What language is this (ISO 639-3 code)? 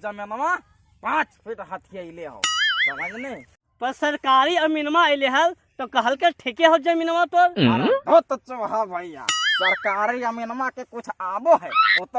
mag